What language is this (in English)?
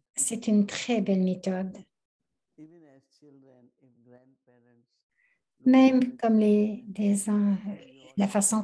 French